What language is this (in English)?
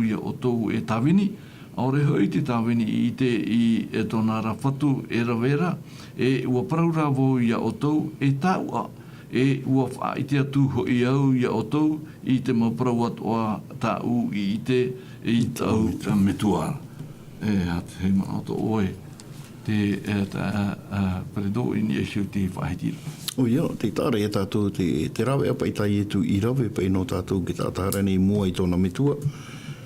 Tahitian